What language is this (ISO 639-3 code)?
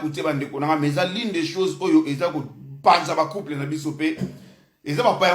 lin